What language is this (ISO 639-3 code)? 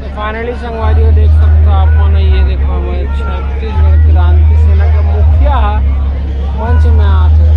hne